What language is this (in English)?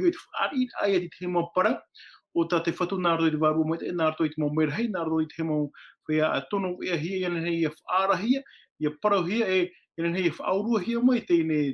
Tahitian